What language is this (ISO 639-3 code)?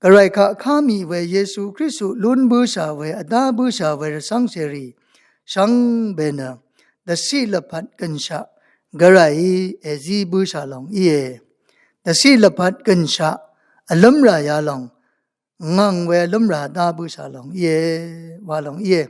raw